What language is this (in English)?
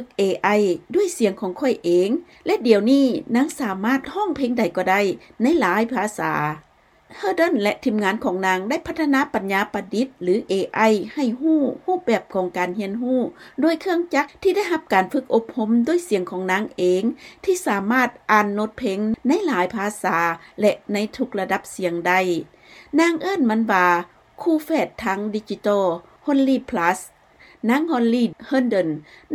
Lao